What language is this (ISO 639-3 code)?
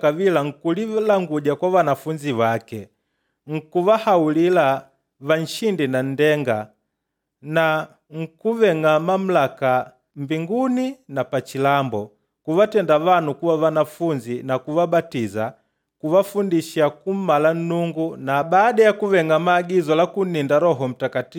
kde